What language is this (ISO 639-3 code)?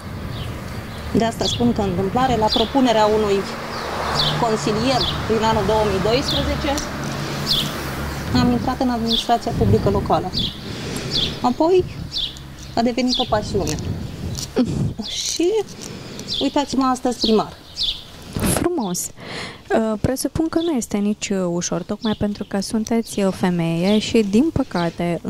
ron